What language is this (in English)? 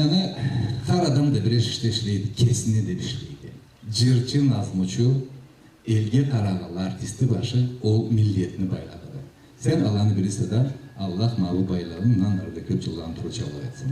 Karachay-Balkar